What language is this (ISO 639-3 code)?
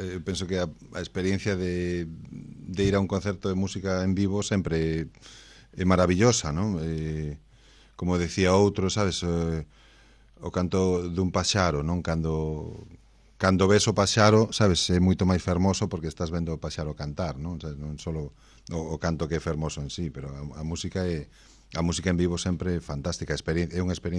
glg